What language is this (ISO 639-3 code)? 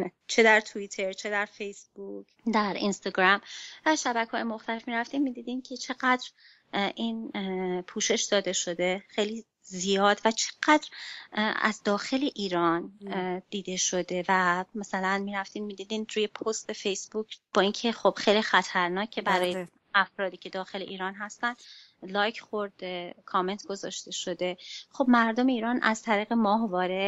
fas